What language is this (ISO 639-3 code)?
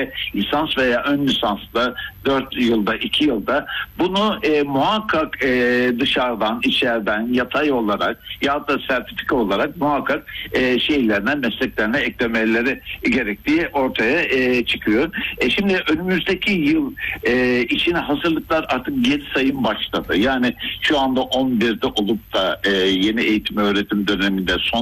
tur